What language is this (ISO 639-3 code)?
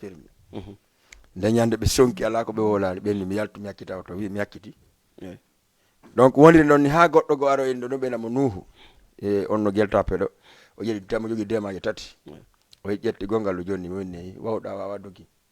ful